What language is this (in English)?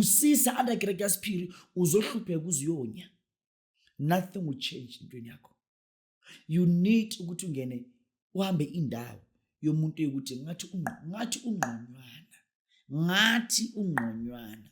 Zulu